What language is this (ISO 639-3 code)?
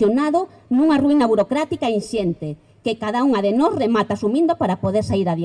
glg